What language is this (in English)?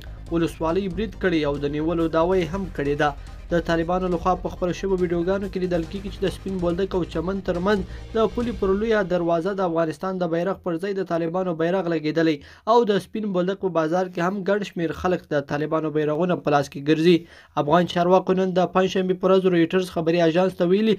Pashto